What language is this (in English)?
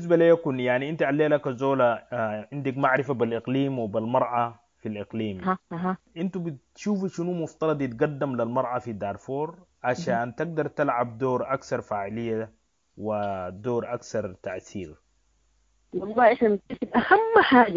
Sudanese Arabic